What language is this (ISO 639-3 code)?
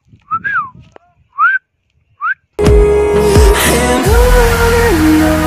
ben